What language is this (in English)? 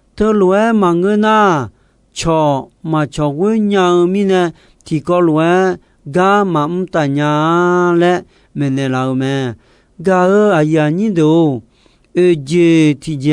Akha